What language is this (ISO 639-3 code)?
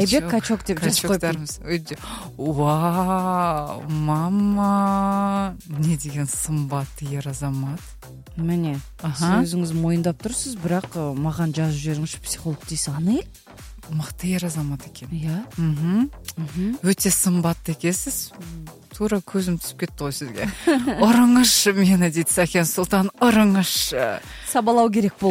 kaz